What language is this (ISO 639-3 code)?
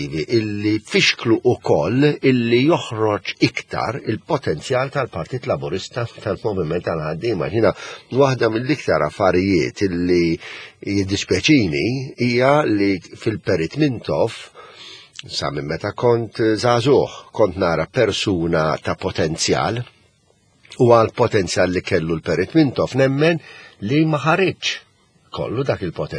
mlt